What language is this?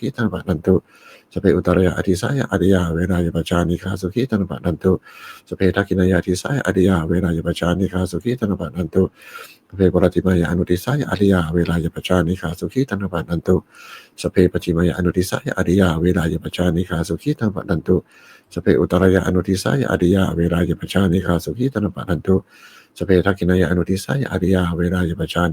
Pali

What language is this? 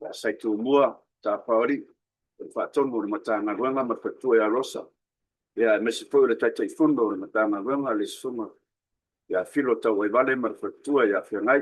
Samoan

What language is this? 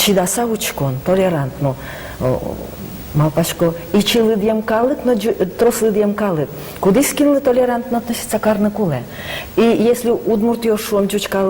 Udmurt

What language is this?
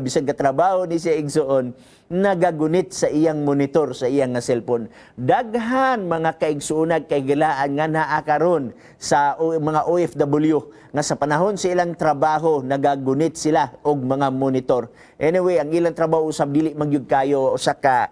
Cebuano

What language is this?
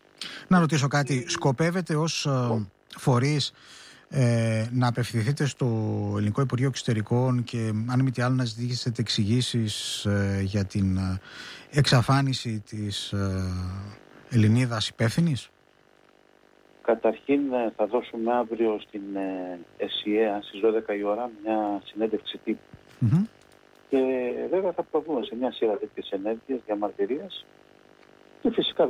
Greek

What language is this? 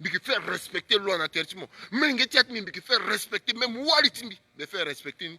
Sango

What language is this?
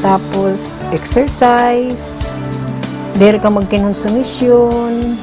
Waray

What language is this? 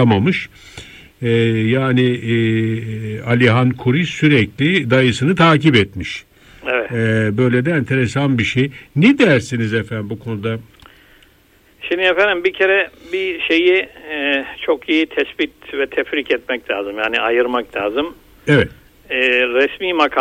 Turkish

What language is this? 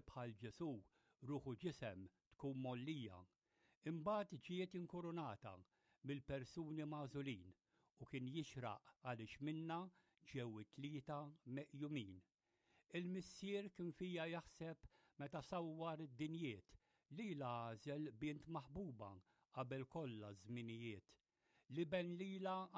Maltese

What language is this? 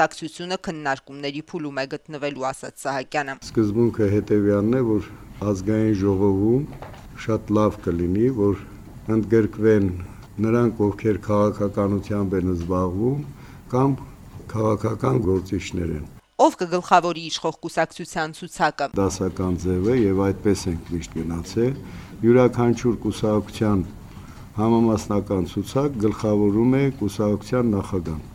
Armenian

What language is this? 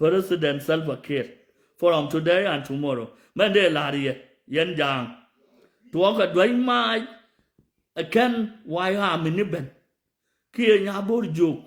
Nuer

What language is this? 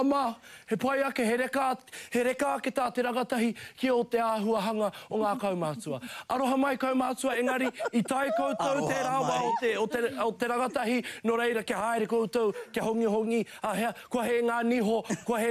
Māori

